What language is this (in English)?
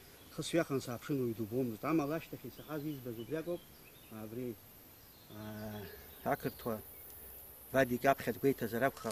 Abkhazian